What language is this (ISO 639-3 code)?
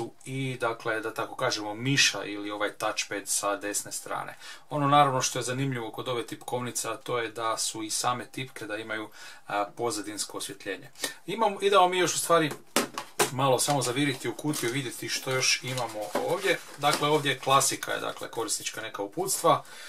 hrv